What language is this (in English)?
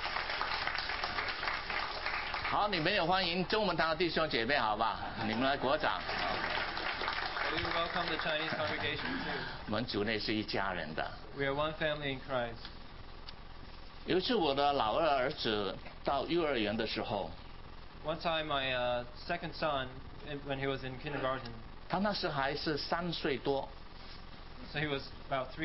Chinese